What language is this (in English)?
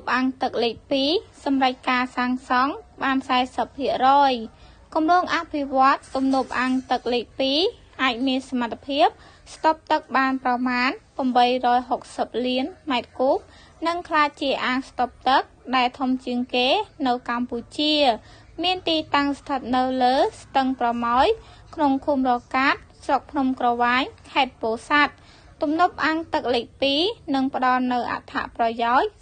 Khmer